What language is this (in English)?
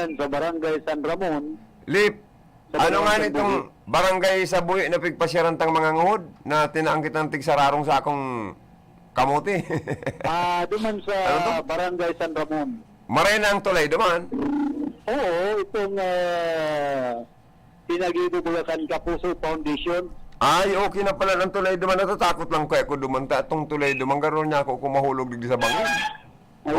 Bikol